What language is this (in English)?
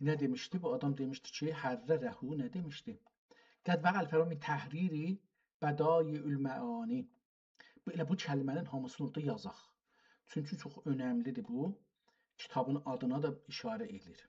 South Azerbaijani